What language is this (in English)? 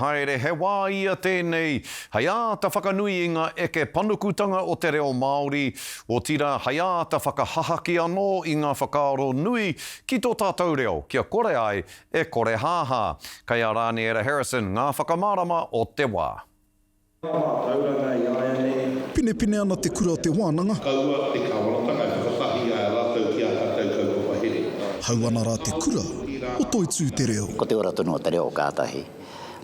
Māori